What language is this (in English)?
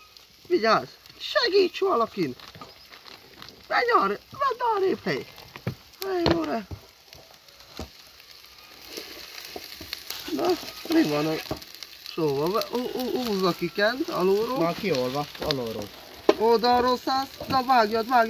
Hungarian